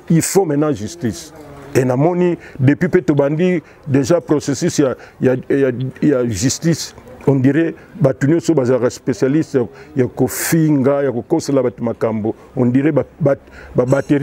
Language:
Lingala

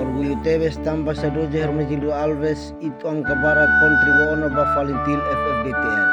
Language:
Tetum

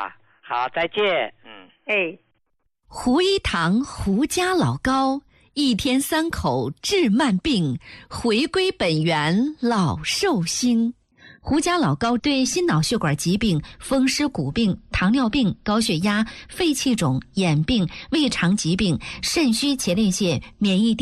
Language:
Chinese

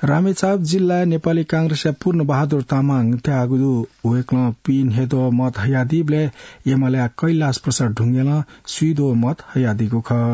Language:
Newari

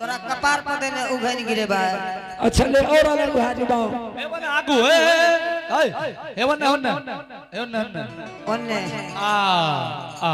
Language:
Angika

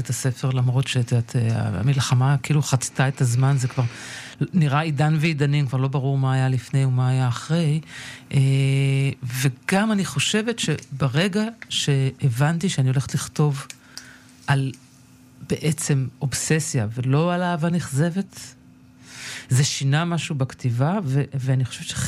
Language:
Hebrew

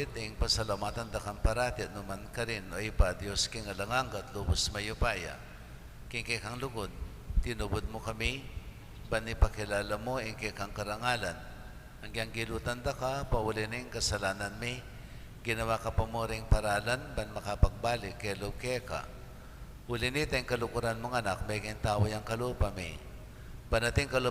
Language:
Pampanga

